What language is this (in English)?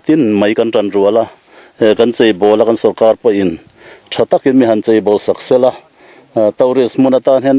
Mizo